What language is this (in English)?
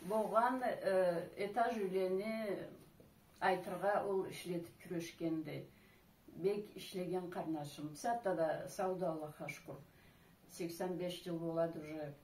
Karachay-Balkar